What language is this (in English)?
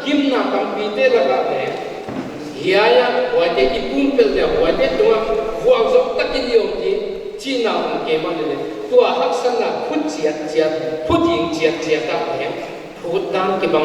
Paite Chin